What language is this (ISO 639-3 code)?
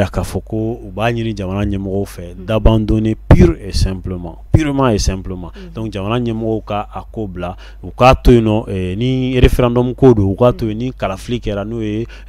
bam